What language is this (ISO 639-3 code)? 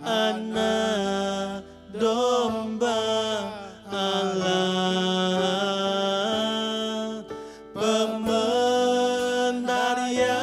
iba